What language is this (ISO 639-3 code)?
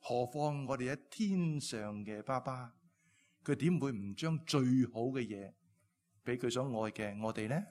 yue